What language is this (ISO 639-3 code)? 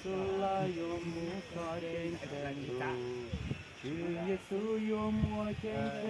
hmn